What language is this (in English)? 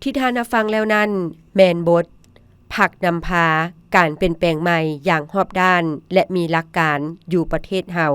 Lao